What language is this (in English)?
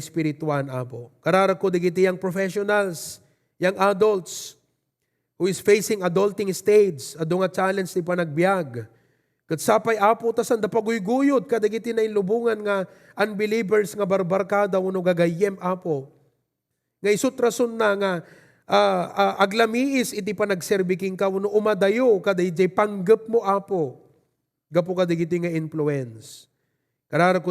Iloko